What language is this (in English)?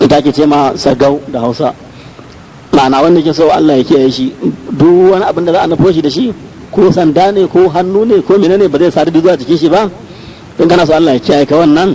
Hausa